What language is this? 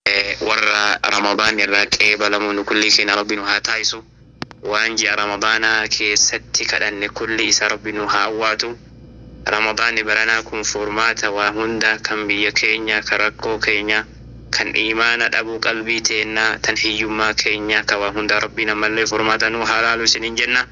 Oromo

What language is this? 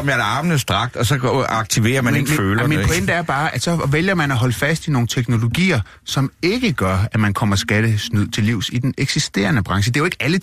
Danish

